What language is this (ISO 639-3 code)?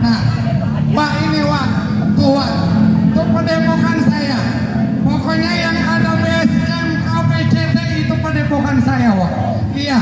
bew